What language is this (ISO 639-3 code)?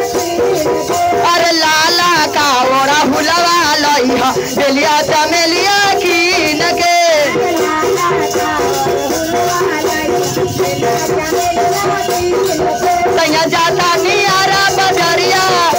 bho